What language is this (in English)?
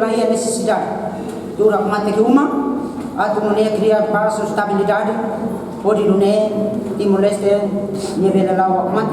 Tetum